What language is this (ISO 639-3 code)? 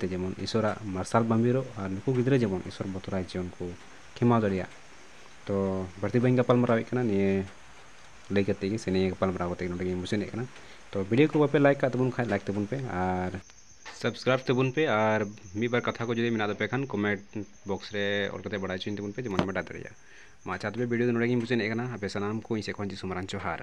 sat